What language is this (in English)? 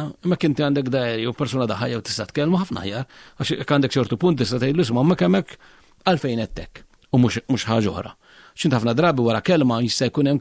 Maltese